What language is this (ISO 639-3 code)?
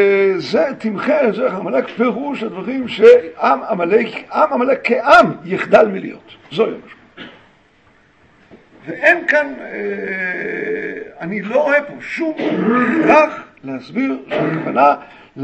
heb